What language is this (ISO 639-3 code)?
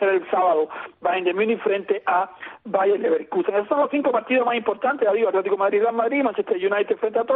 spa